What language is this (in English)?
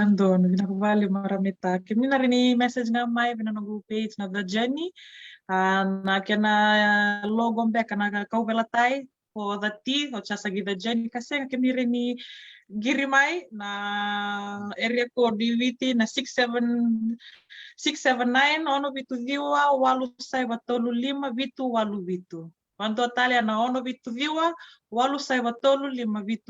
Fijian